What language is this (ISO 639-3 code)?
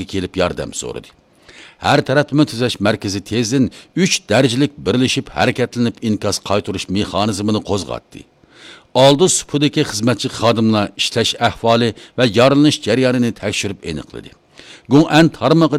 uig